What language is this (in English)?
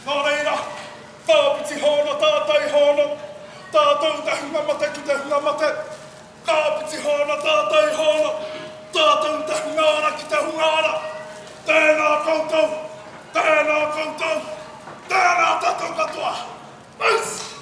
Māori